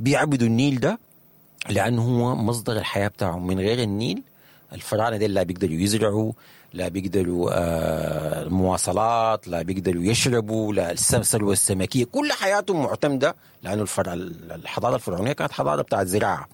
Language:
Sudanese Arabic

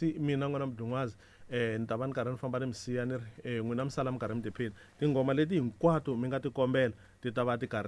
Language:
Tsonga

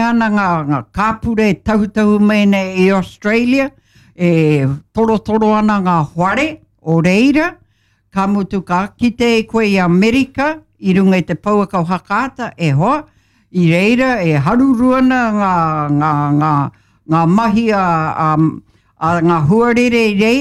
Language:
Māori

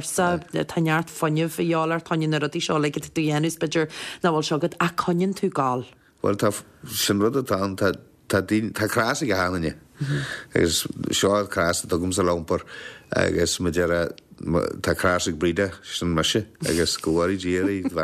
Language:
Irish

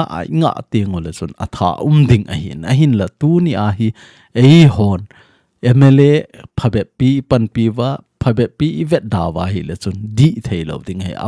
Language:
Thado Chin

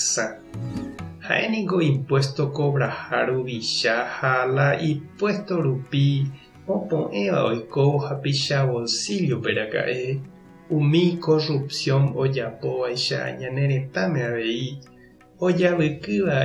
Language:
Guarani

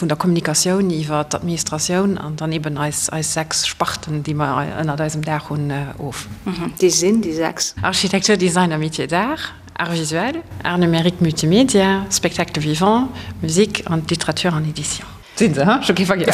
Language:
Luxembourgish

